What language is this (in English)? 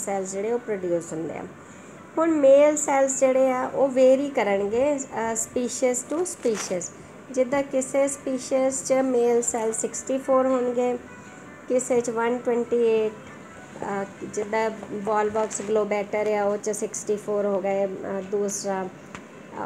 Punjabi